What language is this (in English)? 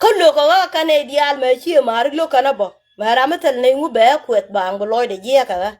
Nuer